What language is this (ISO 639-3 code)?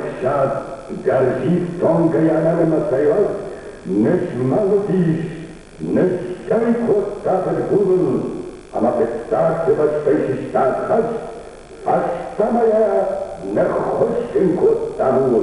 oss